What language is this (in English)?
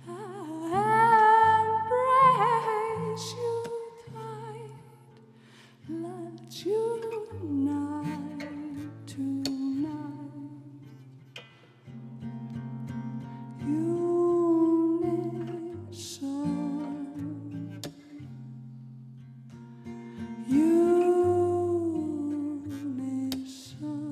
Icelandic